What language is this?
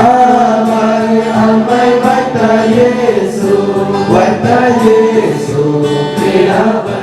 Central Mnong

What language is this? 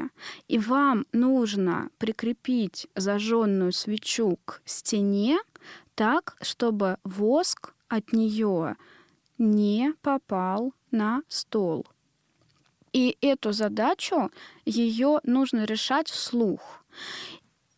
Russian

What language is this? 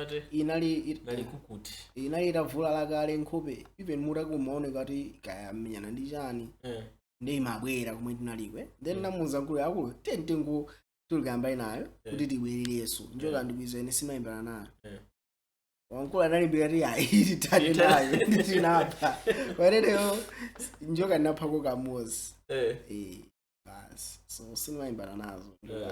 Nyanja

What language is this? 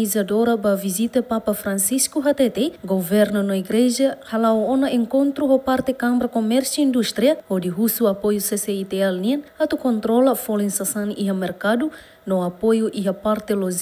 Tetum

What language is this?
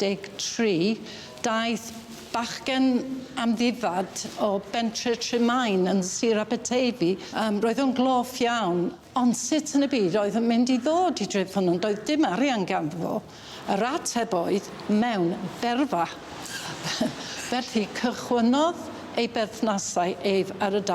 Welsh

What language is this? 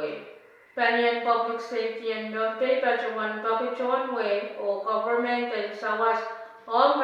Pohnpeian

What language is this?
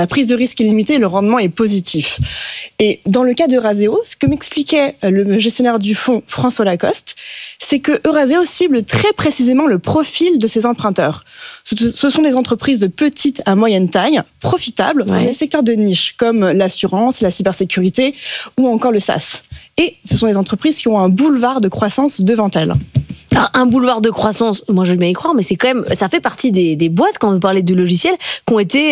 French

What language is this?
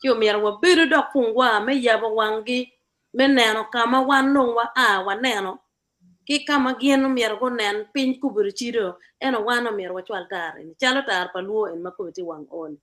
Acoli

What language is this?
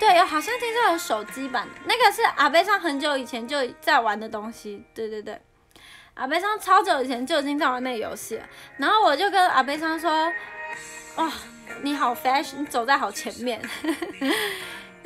Chinese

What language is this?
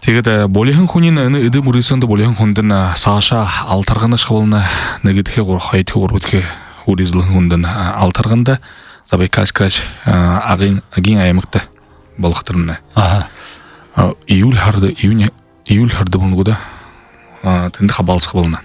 Buriat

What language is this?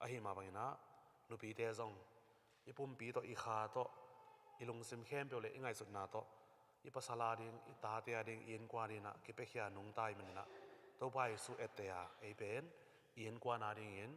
Tedim Chin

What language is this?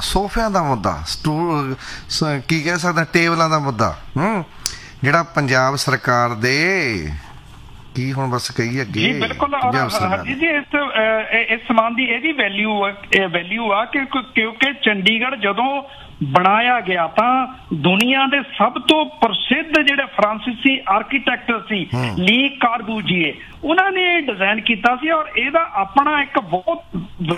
Punjabi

